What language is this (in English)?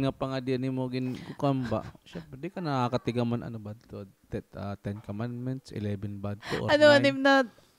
Waray